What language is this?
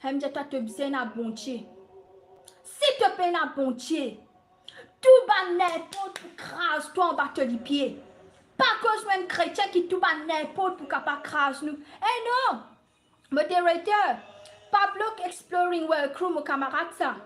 Morisyen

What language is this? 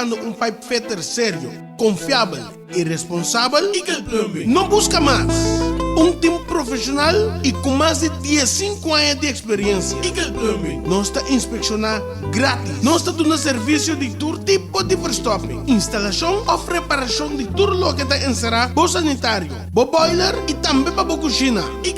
Papiamento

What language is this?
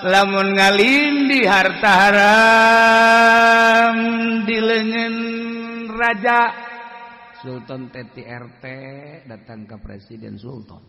Sundanese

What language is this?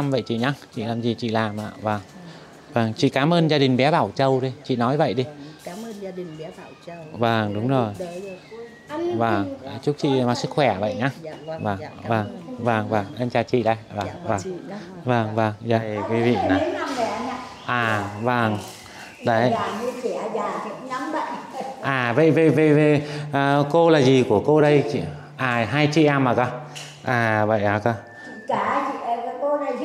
Vietnamese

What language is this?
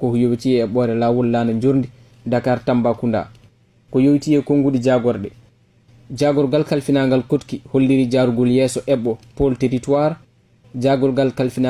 Fula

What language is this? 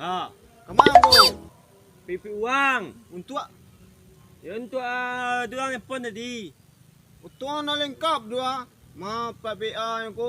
Minangkabau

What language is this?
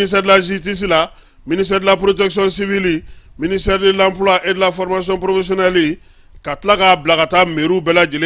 Bambara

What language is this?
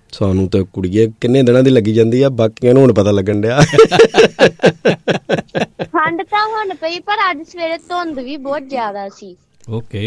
Punjabi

